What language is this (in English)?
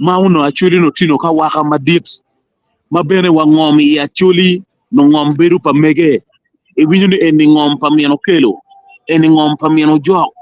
Acoli